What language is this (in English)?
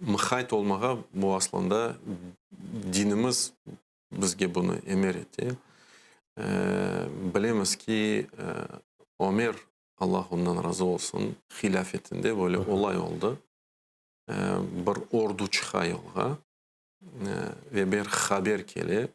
Crimean Tatar